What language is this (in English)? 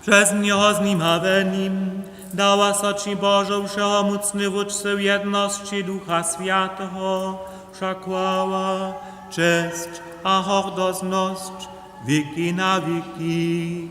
Upper Sorbian